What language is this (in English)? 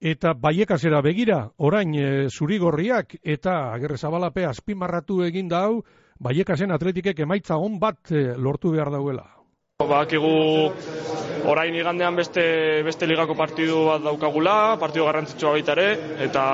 Basque